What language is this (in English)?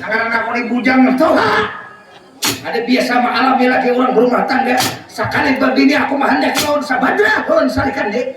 Banjar